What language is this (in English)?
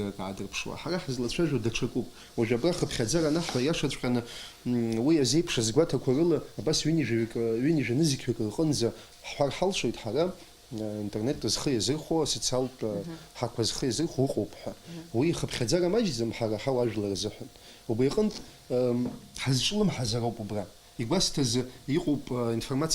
Abkhazian